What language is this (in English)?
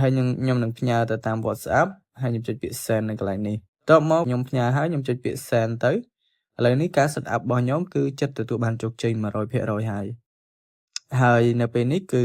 Khmer